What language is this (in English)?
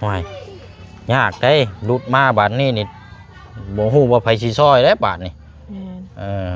Lao